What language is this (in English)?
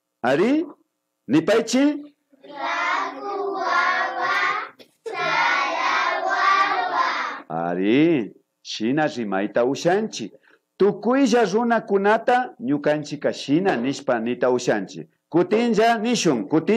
Imbabura Highland Quichua